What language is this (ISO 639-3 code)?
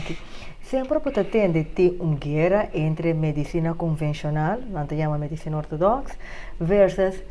pap